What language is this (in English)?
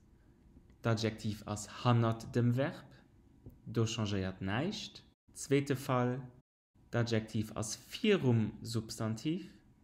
Luxembourgish